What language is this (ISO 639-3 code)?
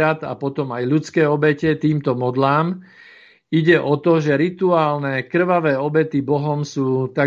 slk